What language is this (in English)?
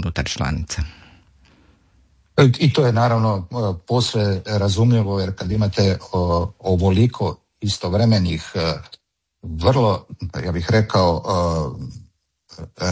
Croatian